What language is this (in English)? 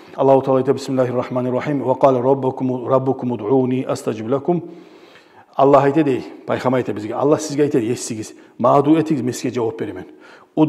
Kumyk